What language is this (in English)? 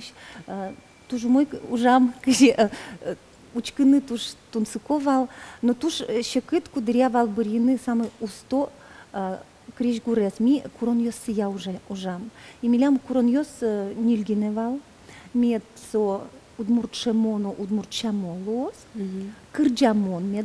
Udmurt